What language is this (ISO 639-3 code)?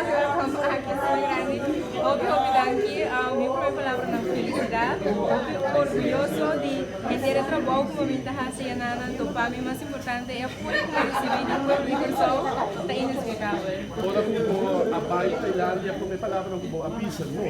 pap